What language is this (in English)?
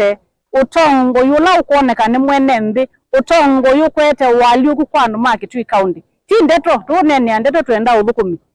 Kamba